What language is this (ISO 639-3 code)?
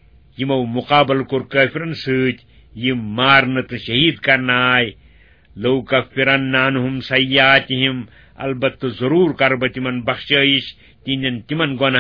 kas